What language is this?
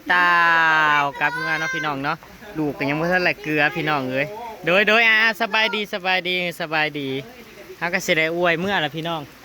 Northeastern Thai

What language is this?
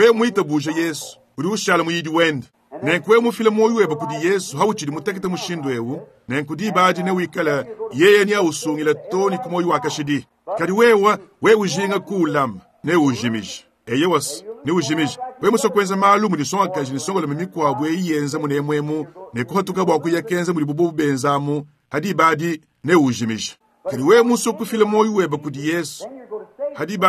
Luba-Lulua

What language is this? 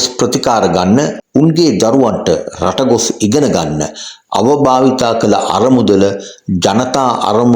Sinhala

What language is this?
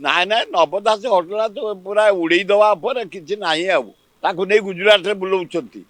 Odia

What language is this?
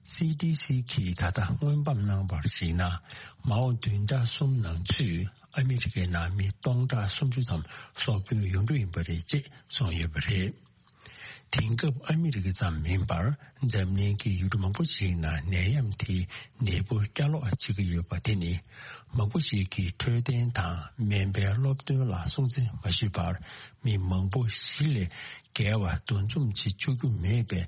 Tibetan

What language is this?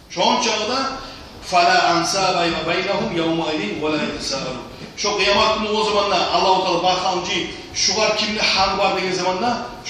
Kumyk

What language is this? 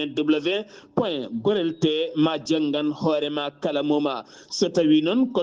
Fula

